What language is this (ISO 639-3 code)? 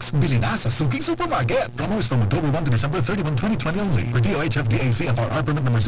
bik